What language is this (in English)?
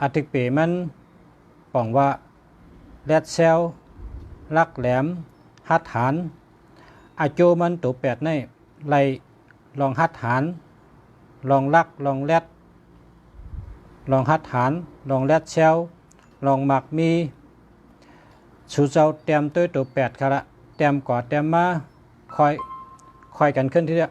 Shan